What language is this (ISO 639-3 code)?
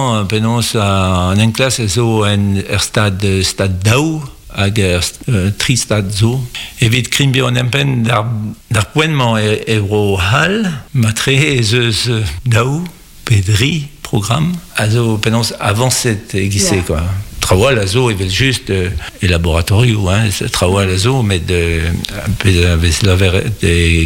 bre